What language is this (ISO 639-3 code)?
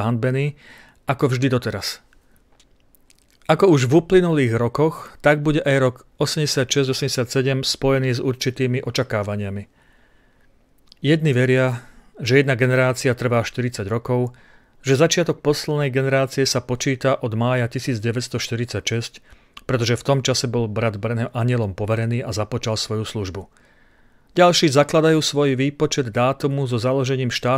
slk